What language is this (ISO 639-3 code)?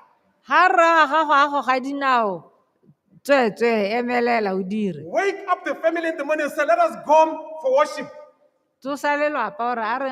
tsn